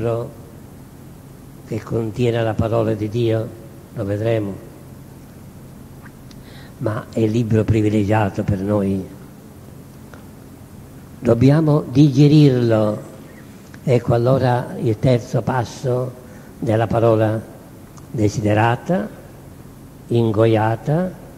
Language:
Italian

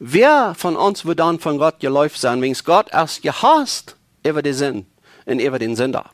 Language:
Plautdietsch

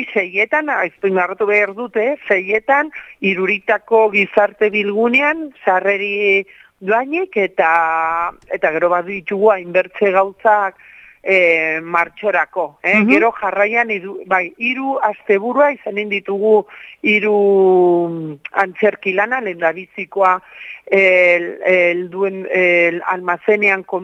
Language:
Basque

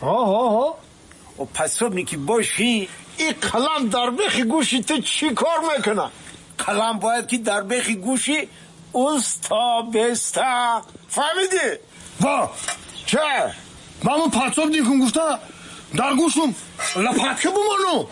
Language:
Tajik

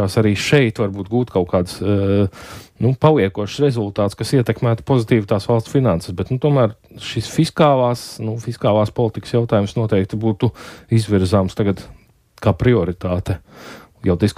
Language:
Latvian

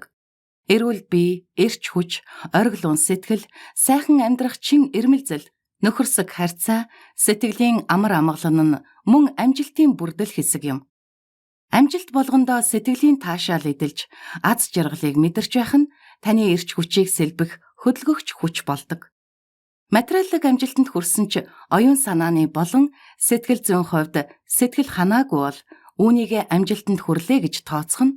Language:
Mongolian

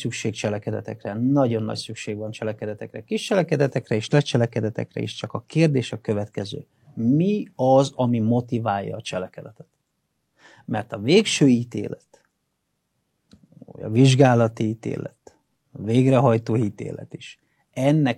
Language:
Hungarian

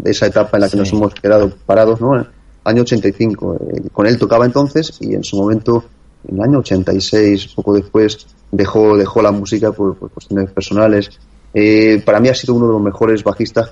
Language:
Spanish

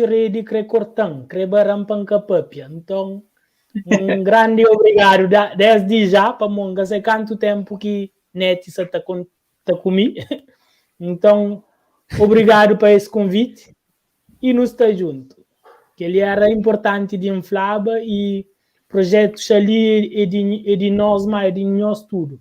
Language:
Kabuverdianu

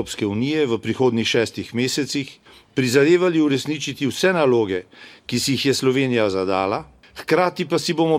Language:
Slovenian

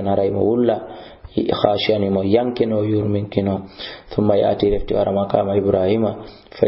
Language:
Fula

